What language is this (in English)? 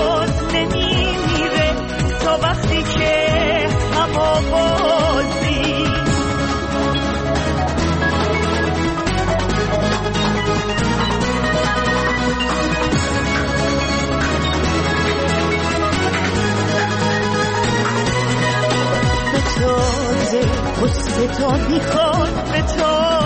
Persian